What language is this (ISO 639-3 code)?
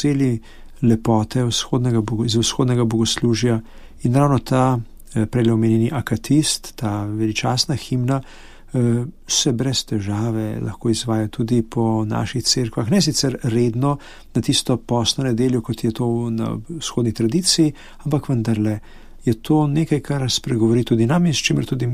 slv